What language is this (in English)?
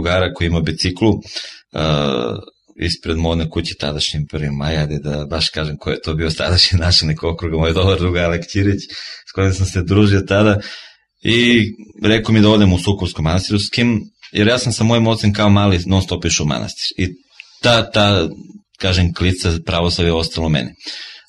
Serbian